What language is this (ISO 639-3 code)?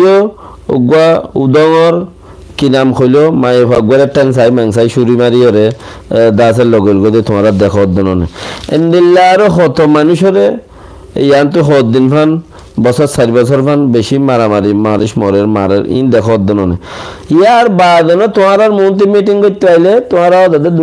rhg